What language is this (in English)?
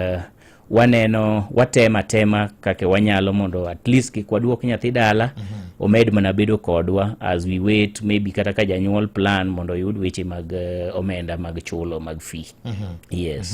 Luo (Kenya and Tanzania)